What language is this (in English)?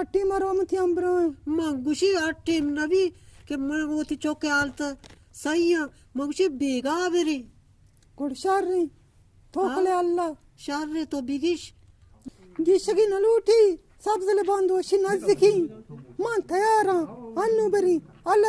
Eastern Balochi